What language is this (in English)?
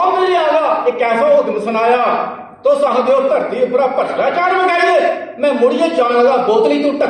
Dogri